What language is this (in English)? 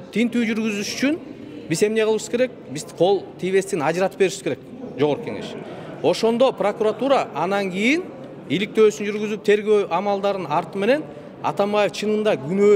Kyrgyz